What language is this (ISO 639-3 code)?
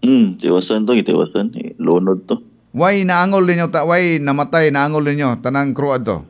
ceb